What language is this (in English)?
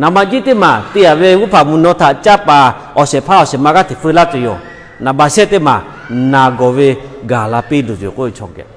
Lahu